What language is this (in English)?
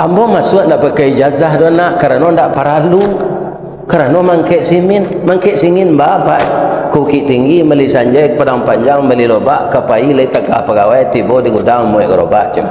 Minangkabau